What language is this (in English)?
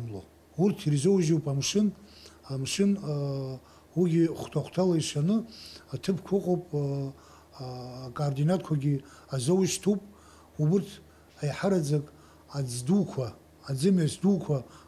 Abkhazian